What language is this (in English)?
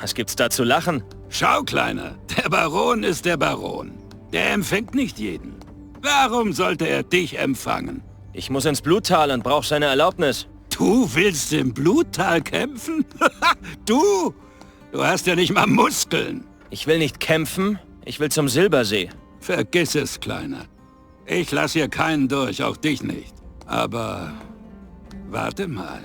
Bavarian